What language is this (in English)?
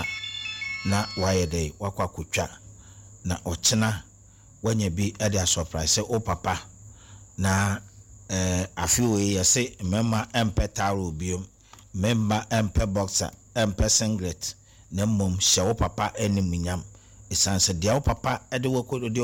Akan